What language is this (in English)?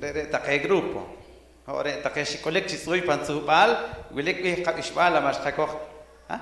Poqomchi'